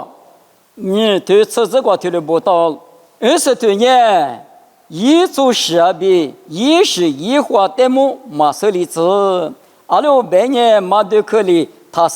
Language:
Lisu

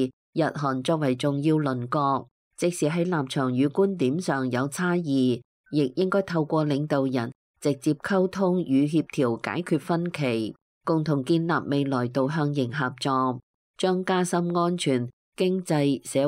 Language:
Cantonese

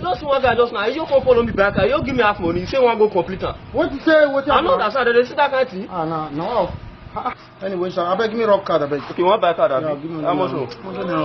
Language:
Nigerian Pidgin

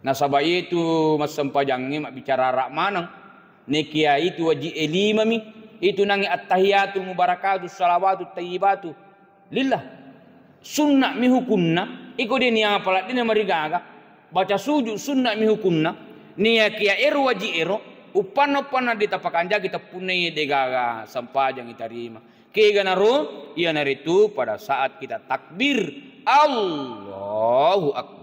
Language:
Buginese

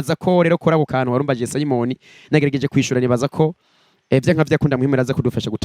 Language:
Rundi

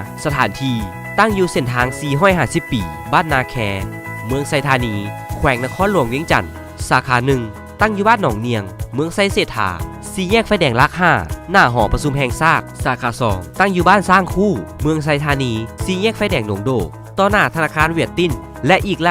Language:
Lao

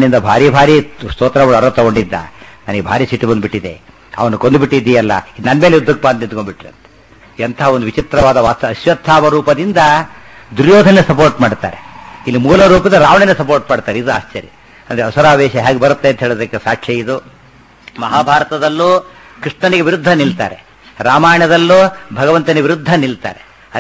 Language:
Kannada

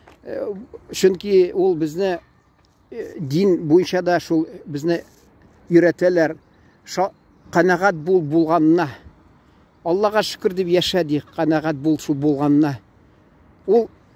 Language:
Tatar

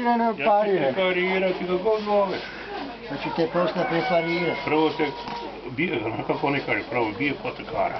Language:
Serbian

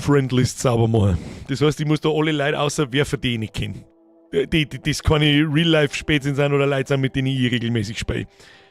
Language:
Bavarian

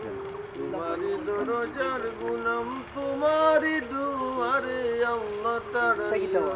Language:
Sylheti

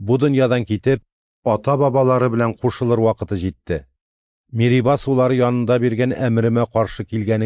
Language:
Tatar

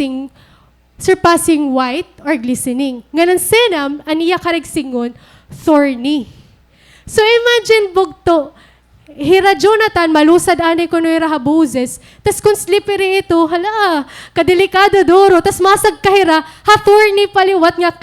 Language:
Waray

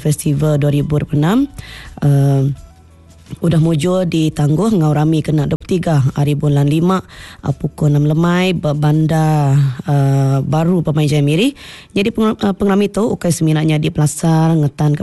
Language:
Iban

